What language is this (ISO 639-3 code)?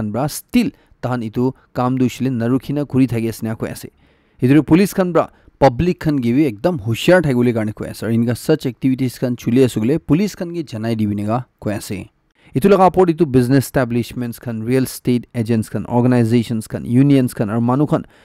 nag